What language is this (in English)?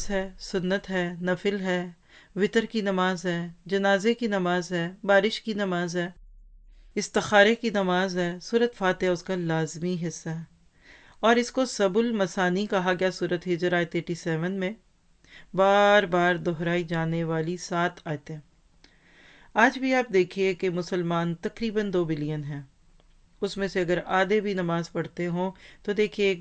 Urdu